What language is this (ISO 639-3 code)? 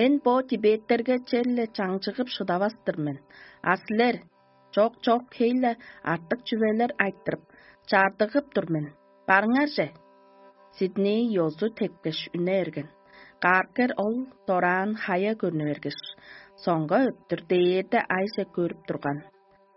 tyv